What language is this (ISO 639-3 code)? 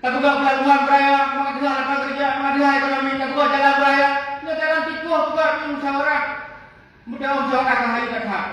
ace